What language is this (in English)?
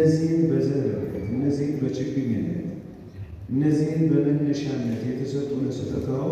Amharic